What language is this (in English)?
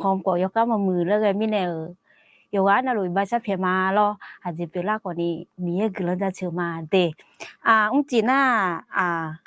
Akha